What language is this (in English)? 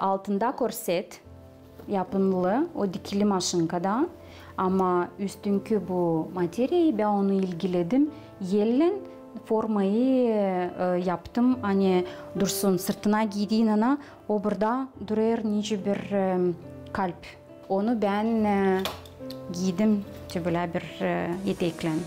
Gagauz